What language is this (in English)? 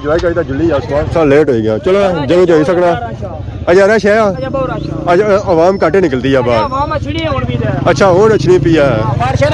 Pahari-Potwari